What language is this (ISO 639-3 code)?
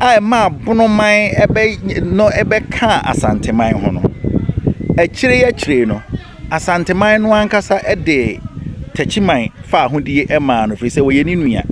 aka